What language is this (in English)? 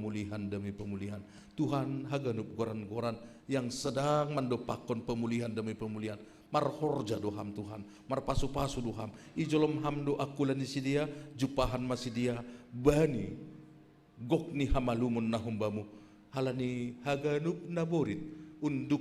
Batak Simalungun